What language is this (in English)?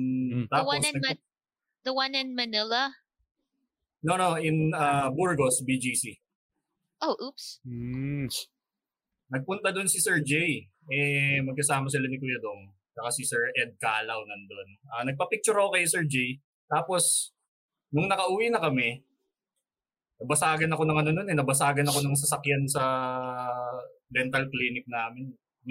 Filipino